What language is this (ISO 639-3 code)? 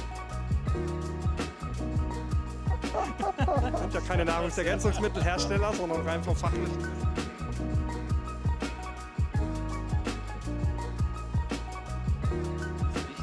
deu